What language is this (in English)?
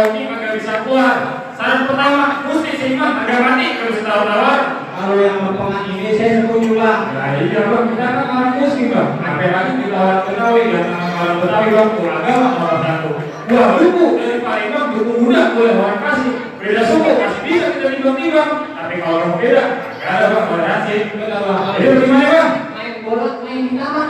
Betawi